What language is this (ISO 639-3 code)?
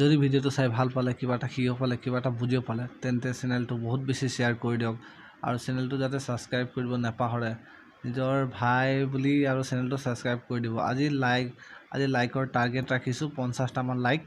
asm